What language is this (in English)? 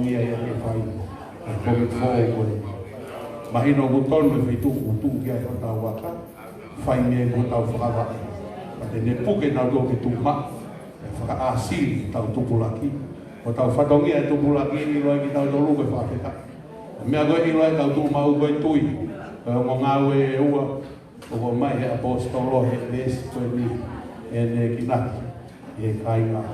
Tongan